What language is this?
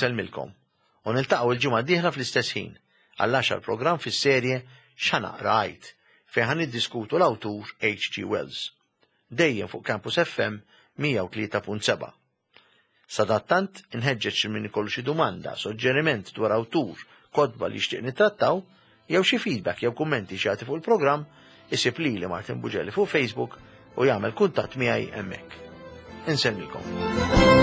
Maltese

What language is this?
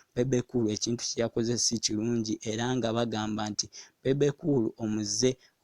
Ganda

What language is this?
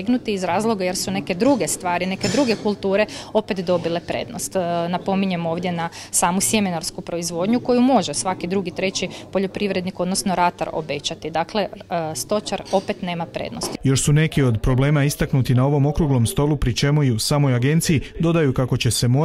Croatian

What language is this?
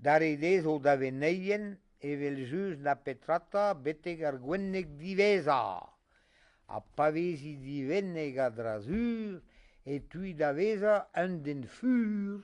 Breton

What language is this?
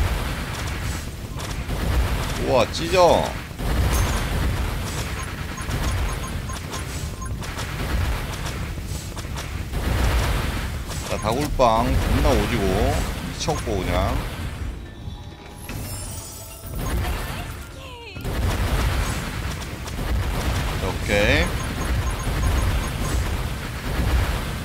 Korean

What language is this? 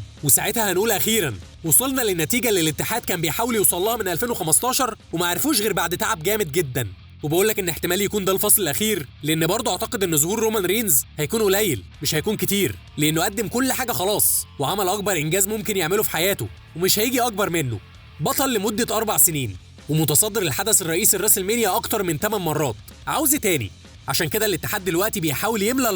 Egyptian Arabic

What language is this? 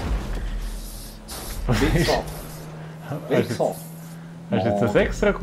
Swiss German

